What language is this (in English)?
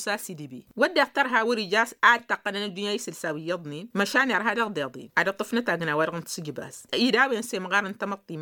Tamasheq